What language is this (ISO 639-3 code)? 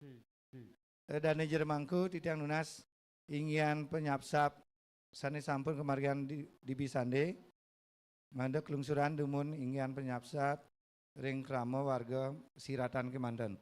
ban